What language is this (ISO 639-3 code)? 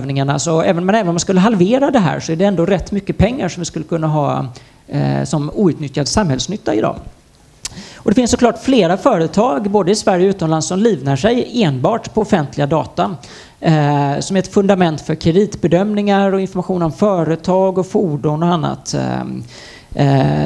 swe